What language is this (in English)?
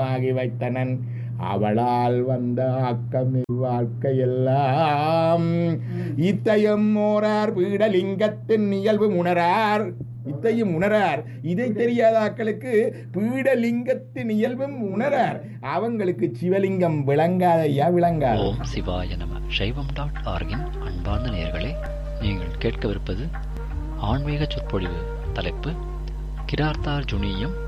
Tamil